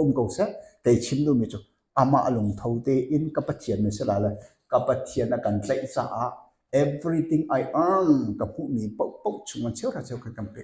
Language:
Hakha Chin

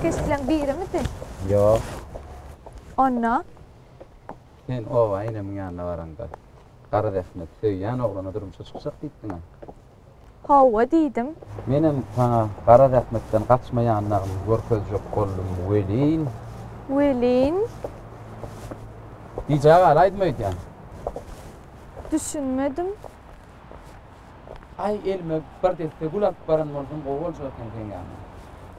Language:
Turkish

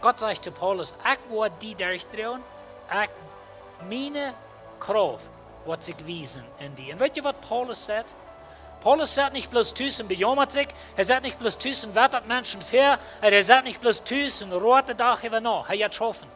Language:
Plautdietsch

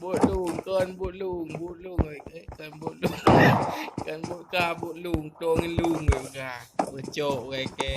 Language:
Achinese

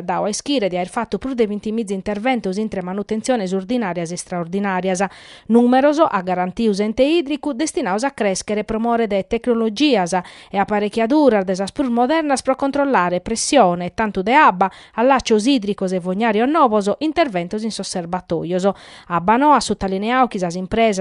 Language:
Sardinian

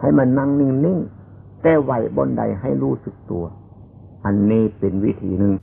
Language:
Northeastern Thai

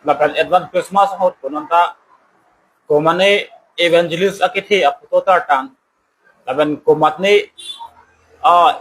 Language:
Karbi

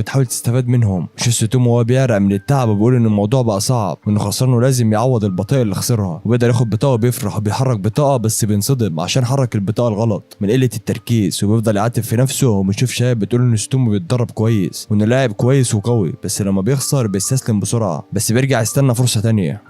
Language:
Egyptian Arabic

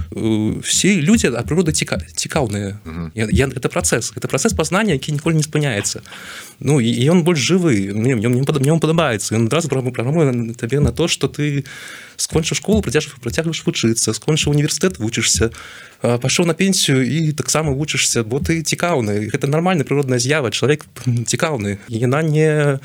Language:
Belarusian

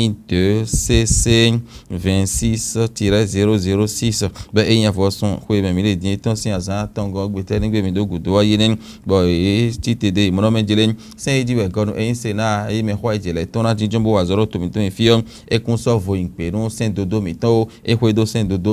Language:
Fon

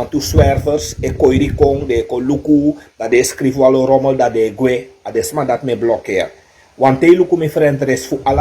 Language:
Sranan Tongo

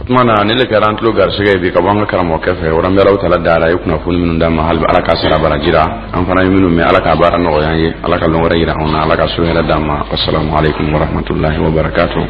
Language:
Dyula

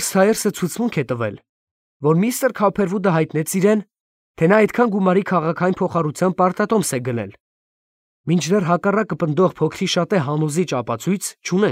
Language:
Armenian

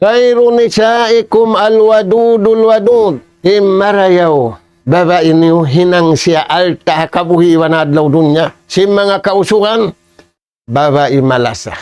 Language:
Tausug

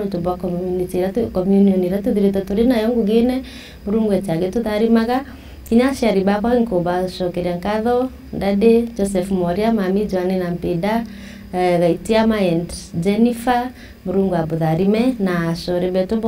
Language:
Meru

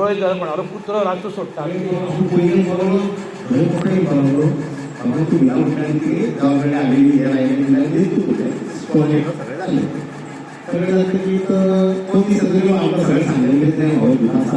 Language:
Konkani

